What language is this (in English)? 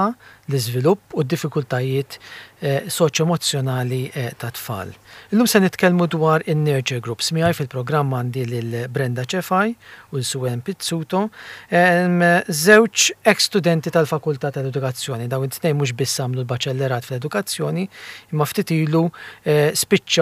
Maltese